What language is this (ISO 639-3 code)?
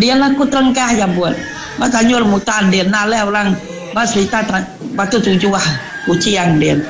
iba